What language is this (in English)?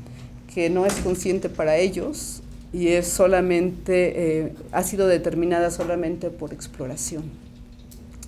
Spanish